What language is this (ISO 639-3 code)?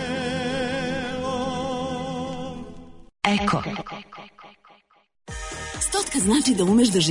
srp